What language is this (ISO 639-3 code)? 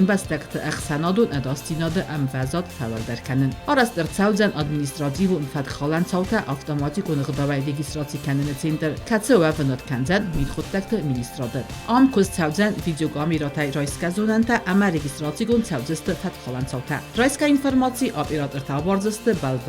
oss